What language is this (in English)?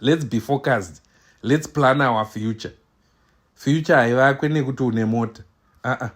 Shona